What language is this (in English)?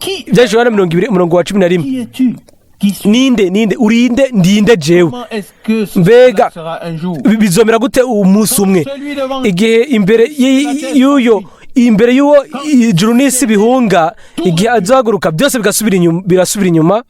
Rundi